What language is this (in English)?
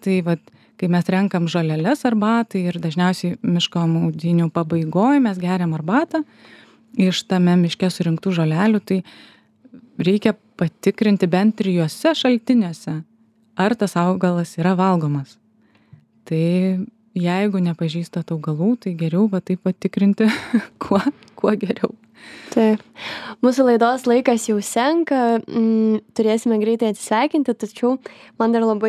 Lithuanian